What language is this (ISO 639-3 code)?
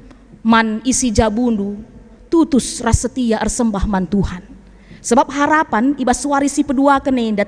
btx